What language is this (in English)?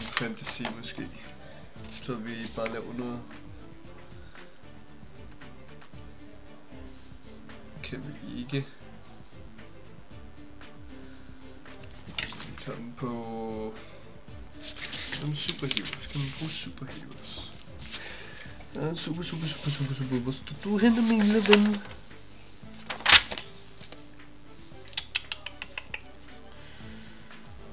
Danish